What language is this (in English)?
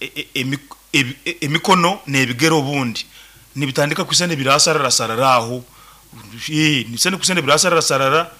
Nyoro